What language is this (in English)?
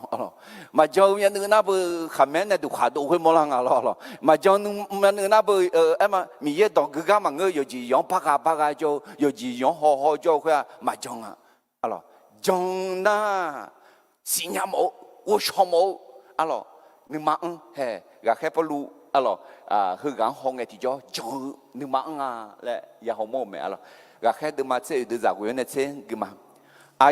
Akha